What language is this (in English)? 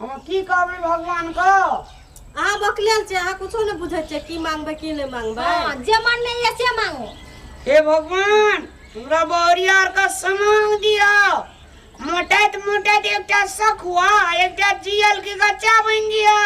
Maithili